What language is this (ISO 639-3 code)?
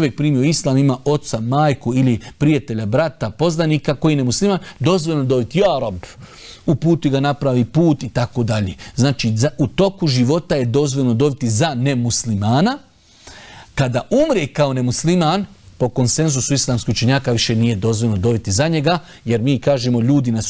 bos